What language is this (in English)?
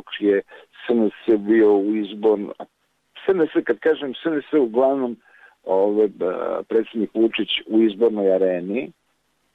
Serbian